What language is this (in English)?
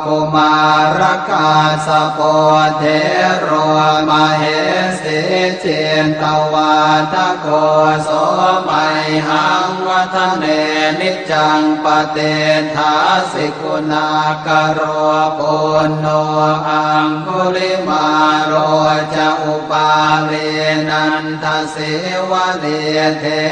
Pali